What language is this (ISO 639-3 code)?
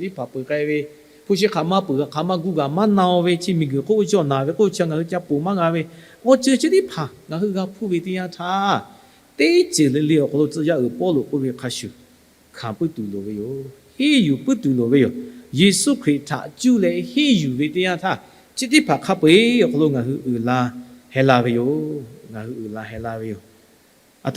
lhu